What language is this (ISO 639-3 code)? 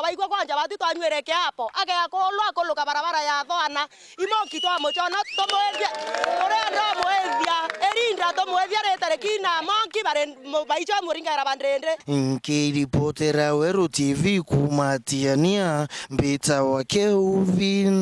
mer